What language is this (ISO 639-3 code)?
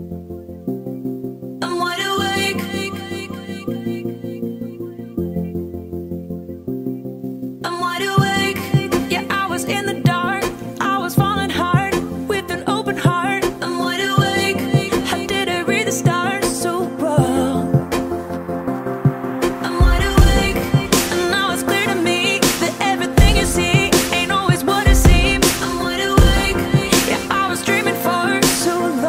eng